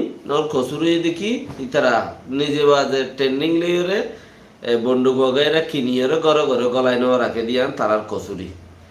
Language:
Rohingya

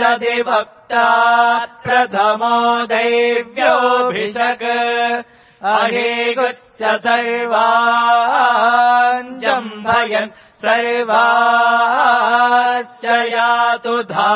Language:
Sanskrit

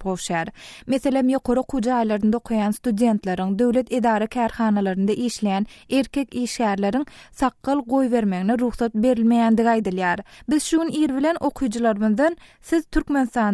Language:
Turkmen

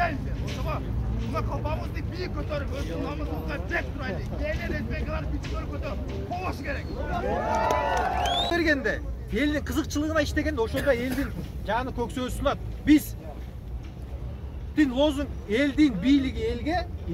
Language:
Kyrgyz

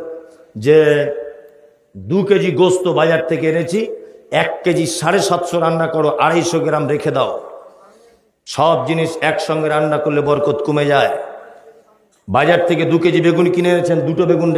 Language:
Bangla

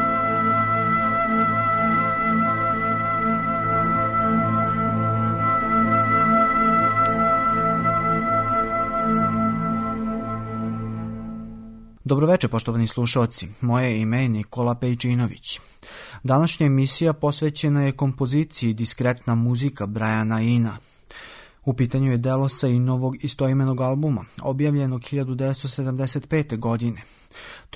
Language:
Serbian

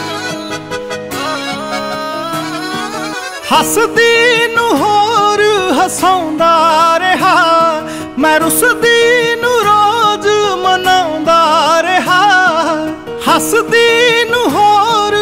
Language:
Punjabi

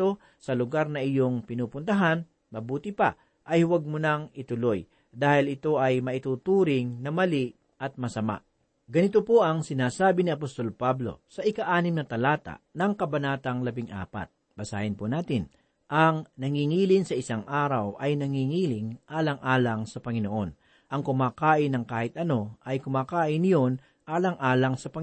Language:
Filipino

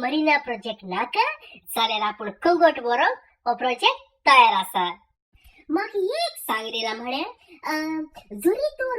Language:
Konkani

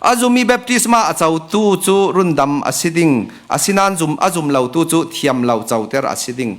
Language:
Falam Chin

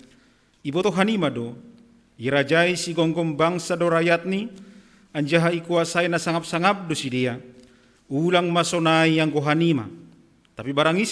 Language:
Batak Simalungun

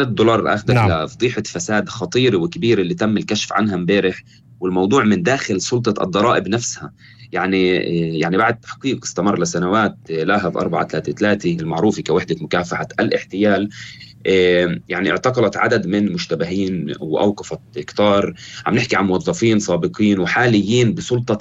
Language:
North Levantine Arabic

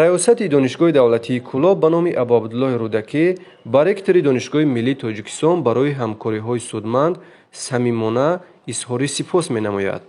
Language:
Tajik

